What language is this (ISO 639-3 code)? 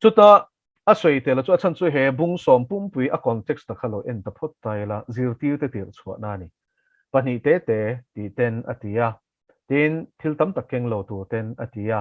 lus